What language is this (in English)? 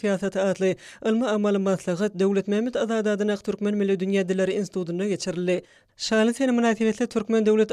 Turkmen